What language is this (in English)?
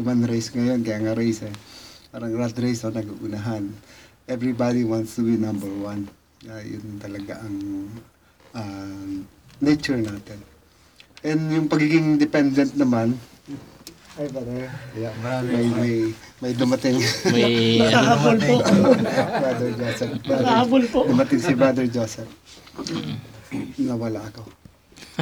Filipino